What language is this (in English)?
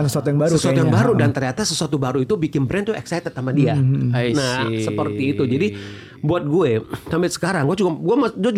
Indonesian